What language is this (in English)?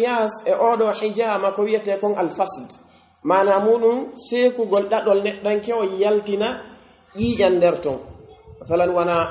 Pular